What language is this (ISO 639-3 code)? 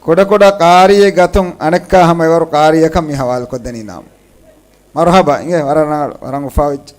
div